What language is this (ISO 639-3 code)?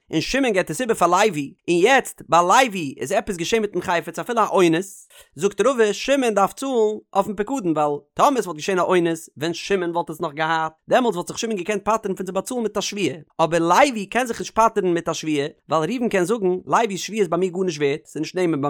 yid